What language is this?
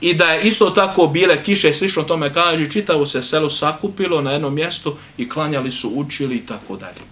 Bosnian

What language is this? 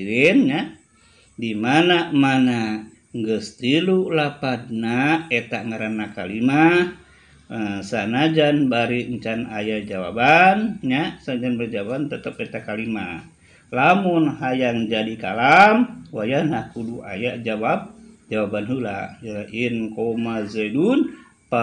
Sundanese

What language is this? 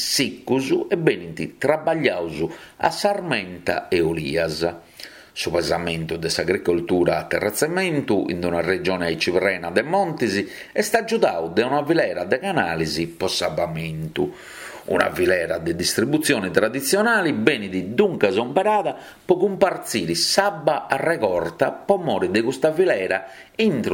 Sardinian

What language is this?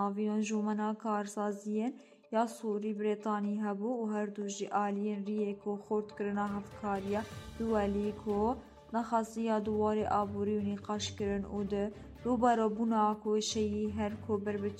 Kurdish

